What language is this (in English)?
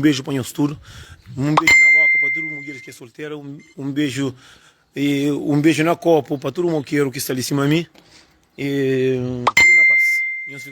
Kabuverdianu